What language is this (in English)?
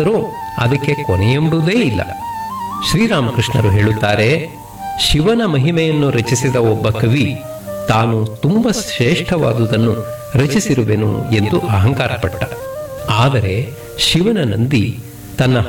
Kannada